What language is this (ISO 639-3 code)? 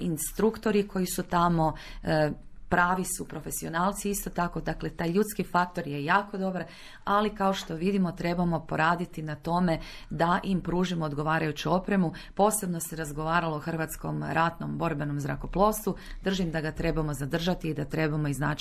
hrv